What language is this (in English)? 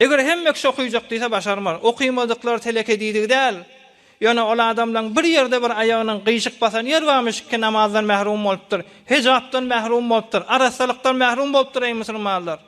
Turkmen